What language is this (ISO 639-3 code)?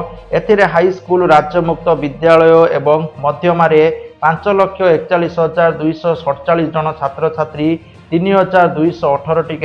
ori